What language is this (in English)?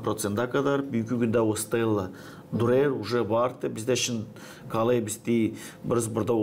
Gagauz